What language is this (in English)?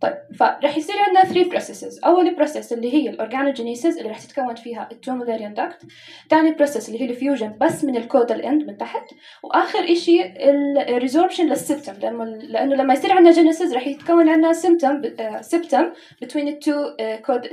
North Levantine Arabic